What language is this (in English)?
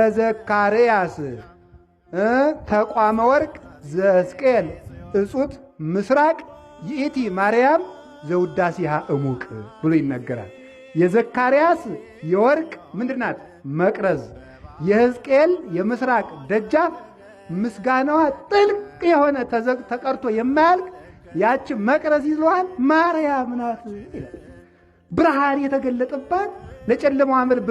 Amharic